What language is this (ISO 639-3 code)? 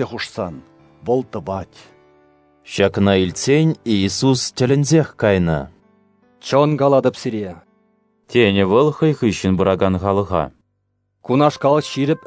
chv